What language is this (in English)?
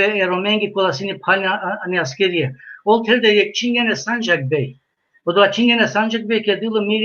Balkan Romani